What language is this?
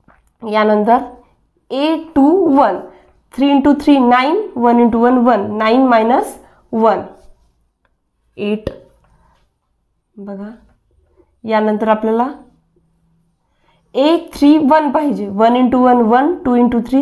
Marathi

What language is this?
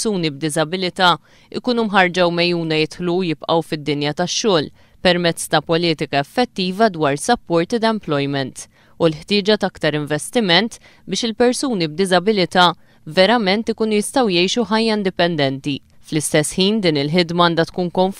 Maltese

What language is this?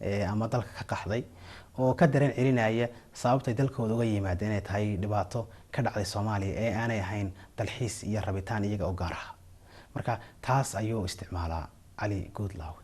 Somali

